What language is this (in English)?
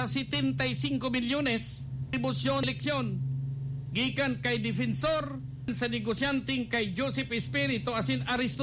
Bikol